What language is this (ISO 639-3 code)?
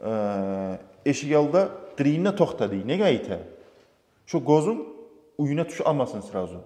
kum